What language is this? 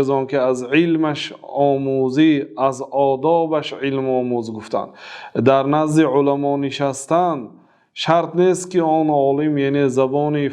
Tajik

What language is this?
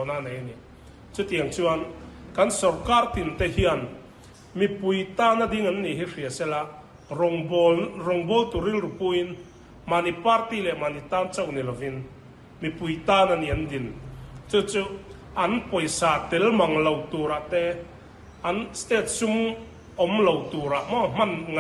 Mizo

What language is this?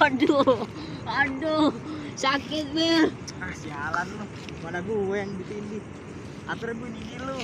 Betawi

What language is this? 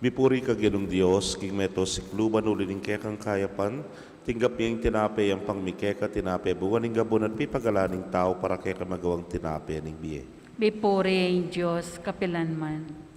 Pampanga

